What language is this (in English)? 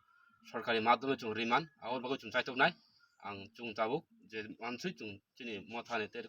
Kok Borok